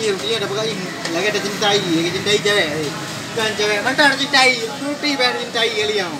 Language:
Achinese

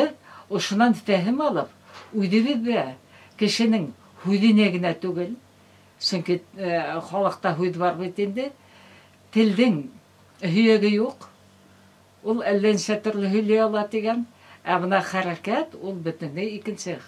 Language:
Bashkir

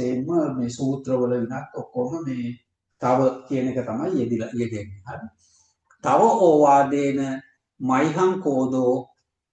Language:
Sinhala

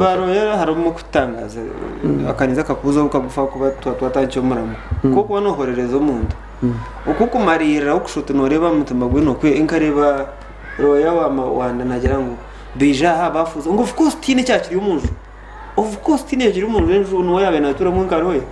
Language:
Nyankole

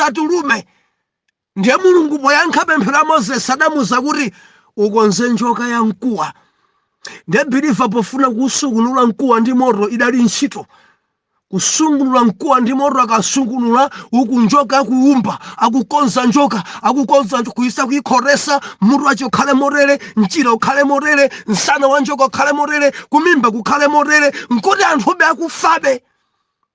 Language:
Nyanja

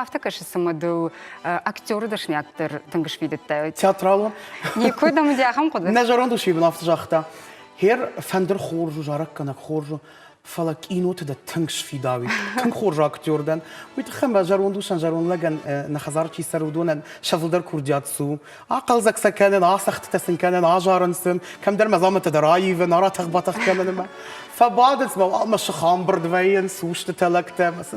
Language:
Ossetic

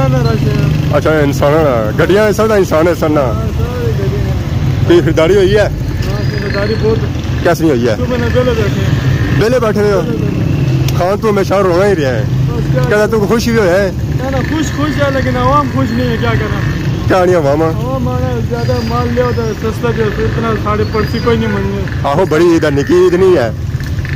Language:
Pahari-Potwari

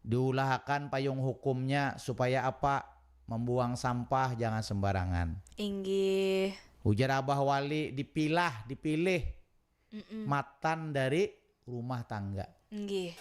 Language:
Banjar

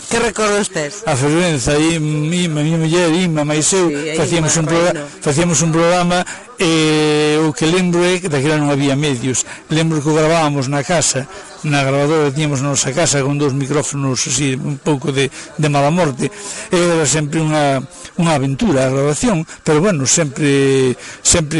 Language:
Galician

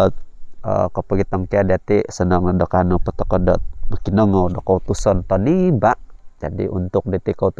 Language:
Central Dusun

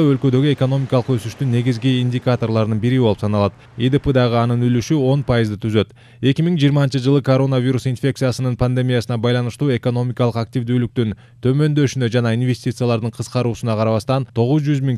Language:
Kyrgyz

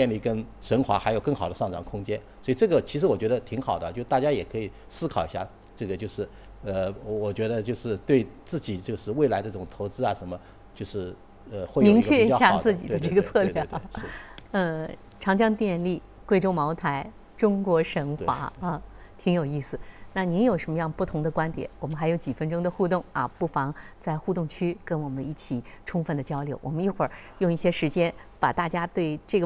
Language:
Chinese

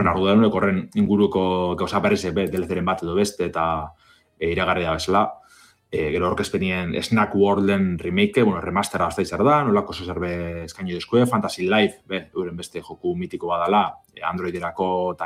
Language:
Basque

